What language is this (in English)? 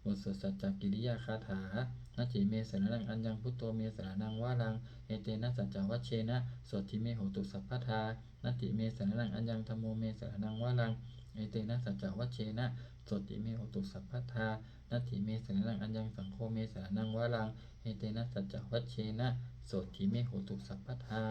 Pali